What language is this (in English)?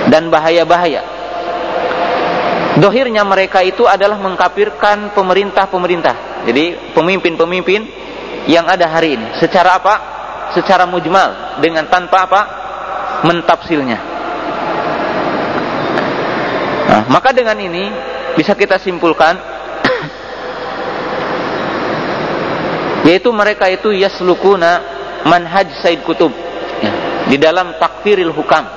Indonesian